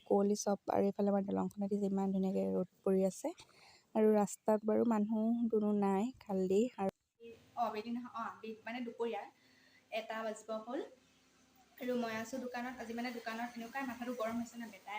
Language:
Assamese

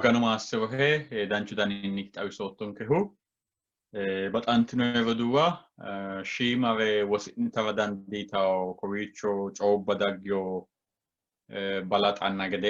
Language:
Sidamo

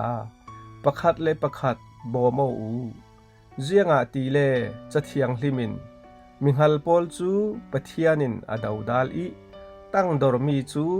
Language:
Falam Chin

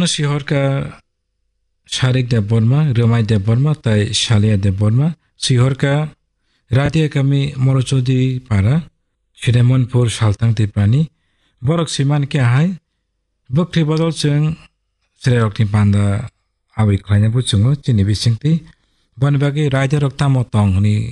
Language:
Kok Borok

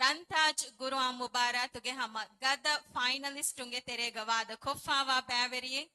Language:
Divehi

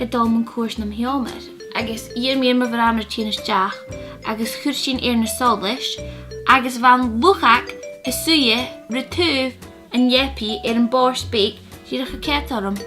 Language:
Scottish Gaelic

